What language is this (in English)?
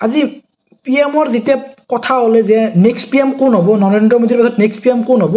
Assamese